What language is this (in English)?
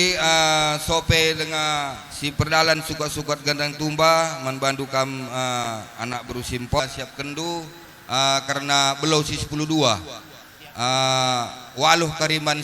Batak Karo